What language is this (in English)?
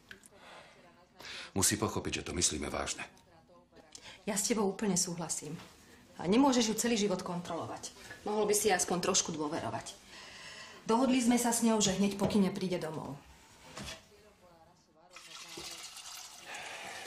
Slovak